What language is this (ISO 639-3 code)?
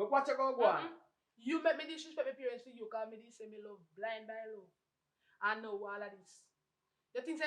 jam